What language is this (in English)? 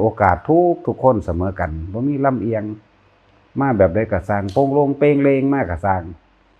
Northeastern Thai